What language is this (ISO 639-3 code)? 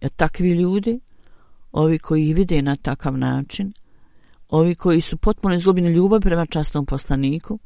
bos